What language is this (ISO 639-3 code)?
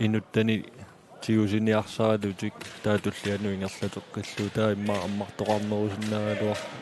kal